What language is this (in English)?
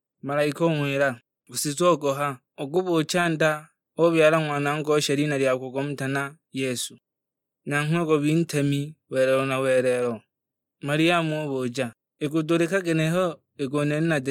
Sukuma